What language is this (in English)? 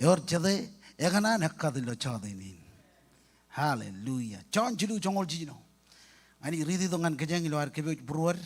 Marshallese